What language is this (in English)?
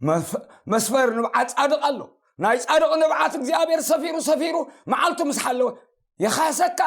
Tigrinya